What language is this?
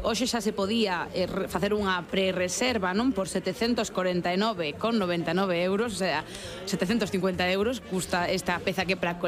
Galician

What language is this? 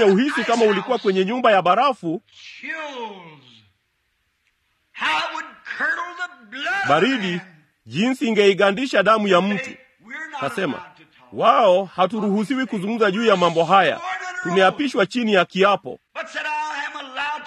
Swahili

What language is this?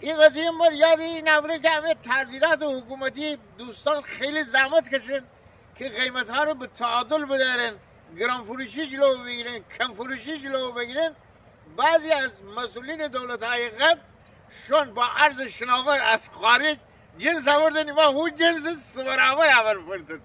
Gilaki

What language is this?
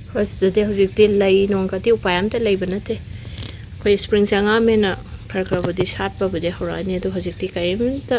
Manipuri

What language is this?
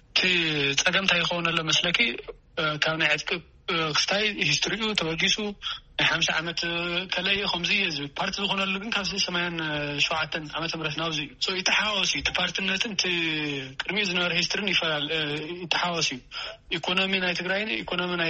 Tigrinya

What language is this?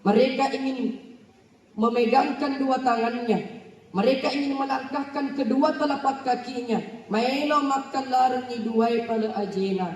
Buginese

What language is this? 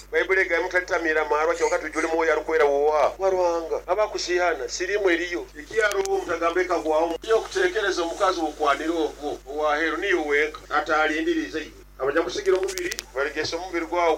Nyoro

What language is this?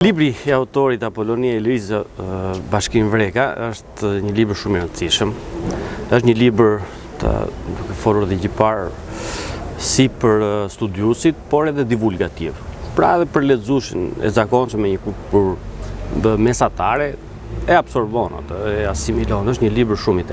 Albanian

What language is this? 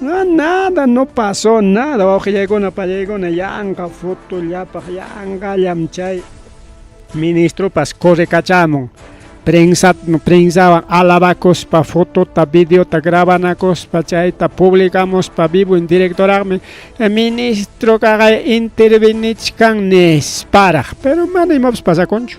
Ayacucho Quechua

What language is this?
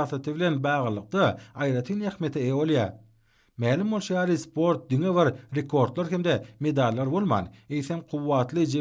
Turkmen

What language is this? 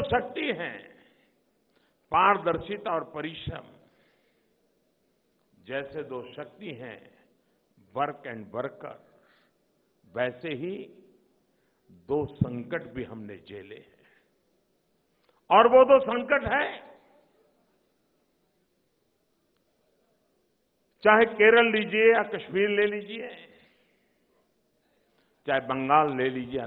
Hindi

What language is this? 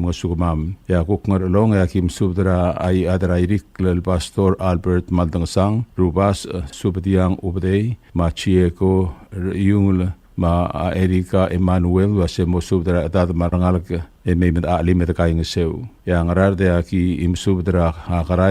Palauan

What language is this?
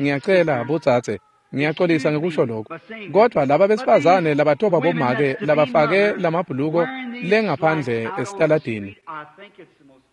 Swati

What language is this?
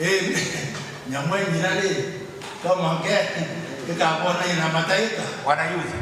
Meru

